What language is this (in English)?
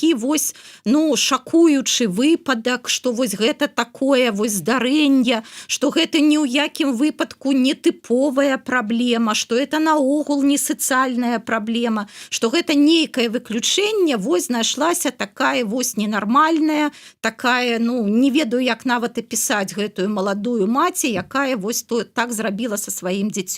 Belarusian